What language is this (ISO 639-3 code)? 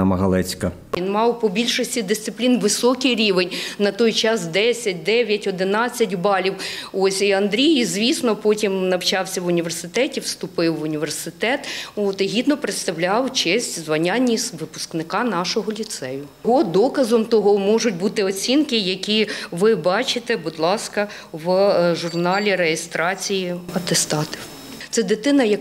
ukr